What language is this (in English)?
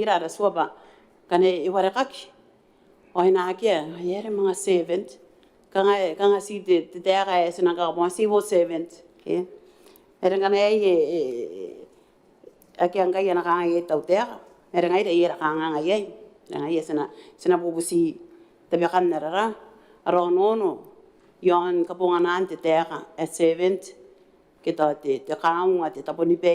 Gilbertese